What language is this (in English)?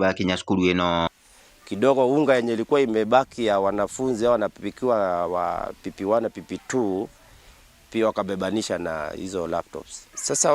Meru